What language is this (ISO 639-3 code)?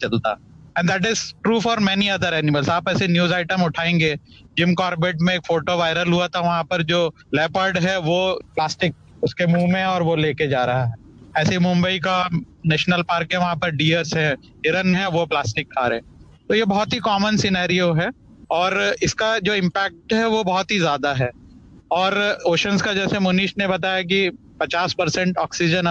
hin